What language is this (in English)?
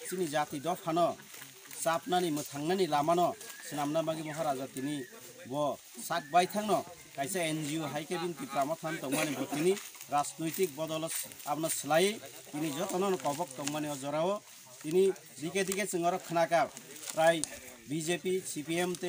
Kok Borok